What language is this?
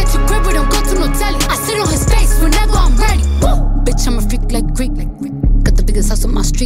English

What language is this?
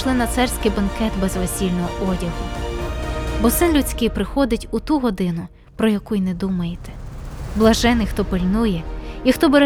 Ukrainian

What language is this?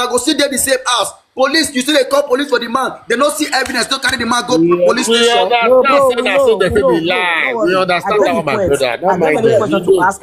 Nigerian Pidgin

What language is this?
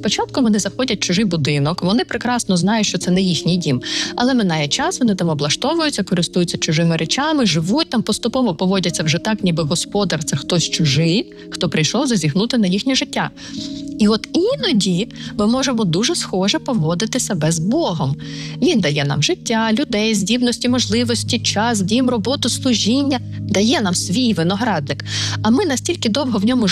Ukrainian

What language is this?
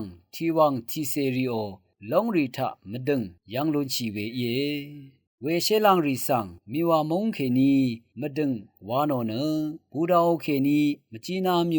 Rawang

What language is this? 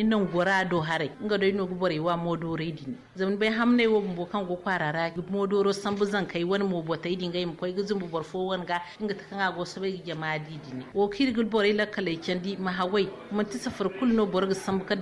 Zarma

